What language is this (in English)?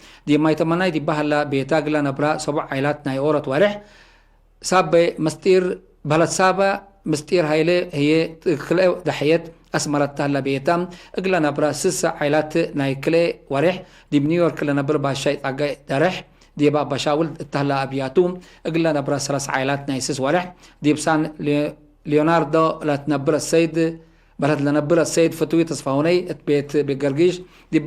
Tigre